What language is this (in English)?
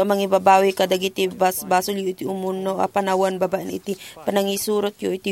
Iloko